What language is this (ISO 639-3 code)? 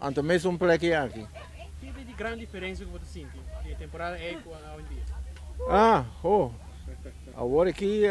pap